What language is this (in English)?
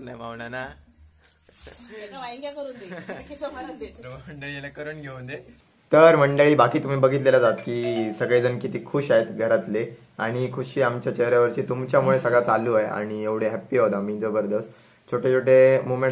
Marathi